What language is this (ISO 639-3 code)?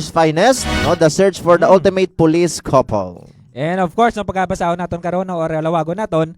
hil